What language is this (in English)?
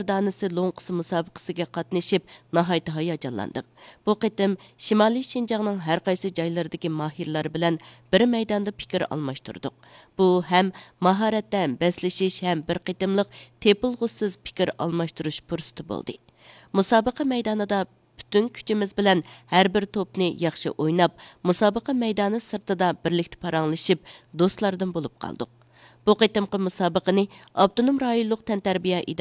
Uyghur